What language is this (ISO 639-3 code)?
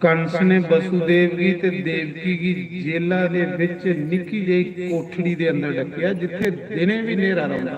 doi